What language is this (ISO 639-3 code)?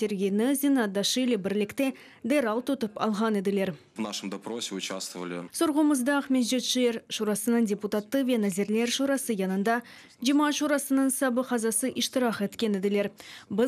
crh